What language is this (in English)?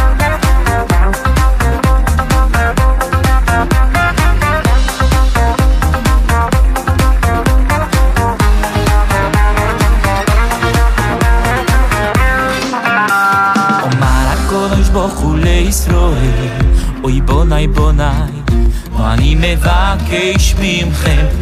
Hebrew